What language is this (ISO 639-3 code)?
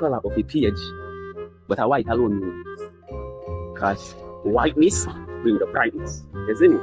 jam